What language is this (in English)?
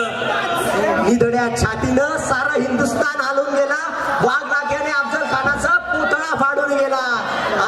Marathi